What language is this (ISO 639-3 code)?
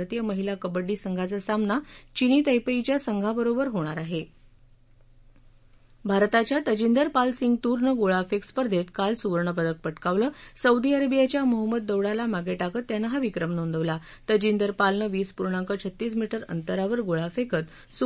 mar